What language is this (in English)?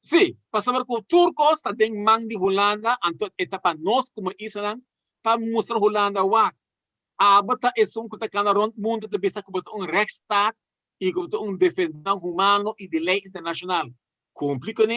Papiamento